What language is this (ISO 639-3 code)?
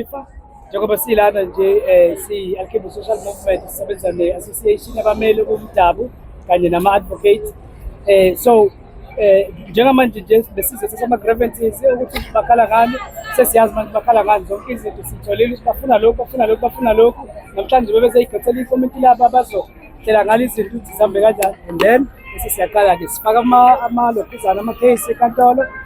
zul